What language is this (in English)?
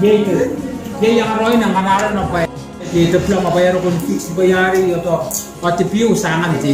Gilbertese